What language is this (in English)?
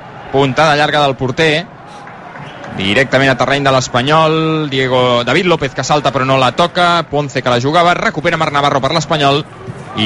Catalan